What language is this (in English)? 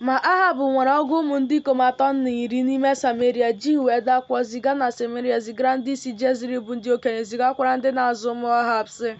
Igbo